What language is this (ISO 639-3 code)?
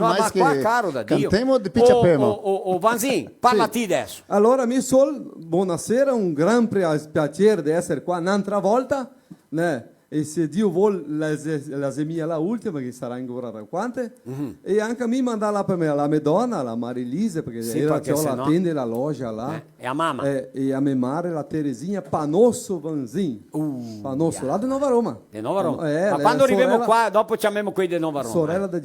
vec